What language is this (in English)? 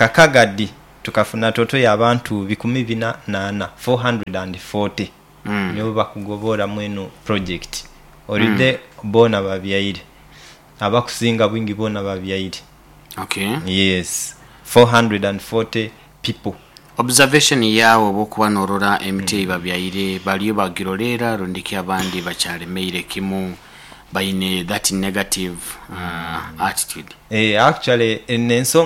Nyoro